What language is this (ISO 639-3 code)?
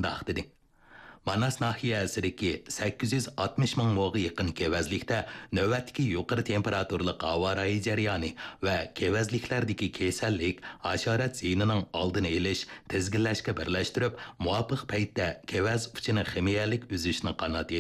uig